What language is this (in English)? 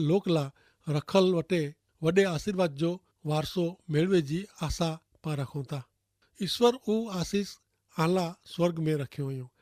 Kachhi